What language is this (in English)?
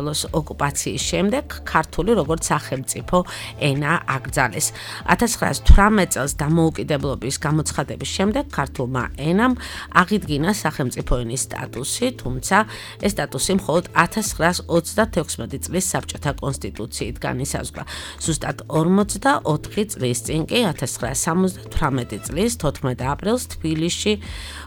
Georgian